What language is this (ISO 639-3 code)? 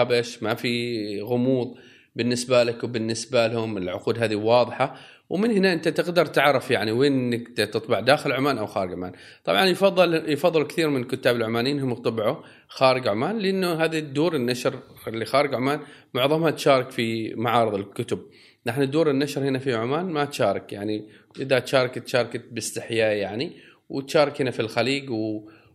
afb